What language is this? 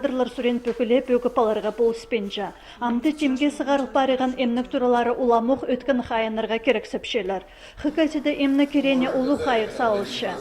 Khakas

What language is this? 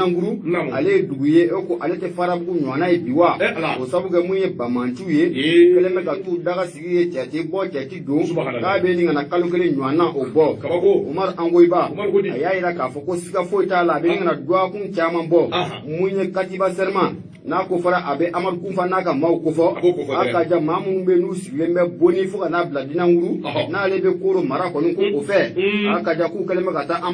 Bambara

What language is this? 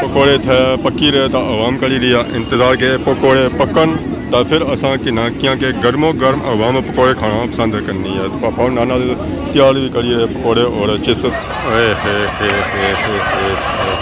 Pahari-Potwari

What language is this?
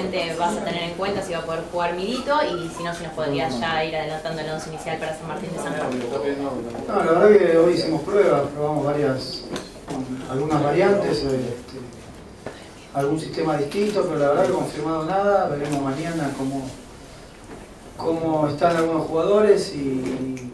Spanish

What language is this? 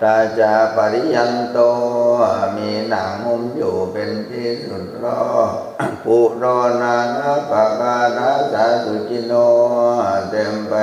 Pali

